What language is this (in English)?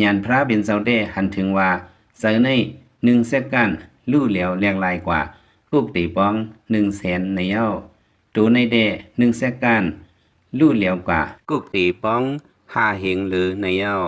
Lao